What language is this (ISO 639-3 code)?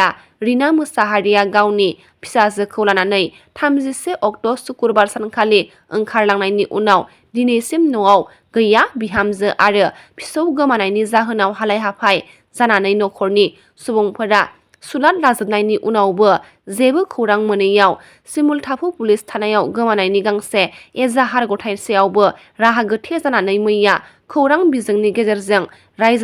brx